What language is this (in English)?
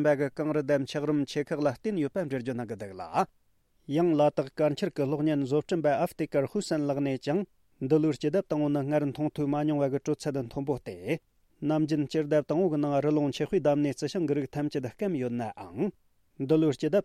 Tibetan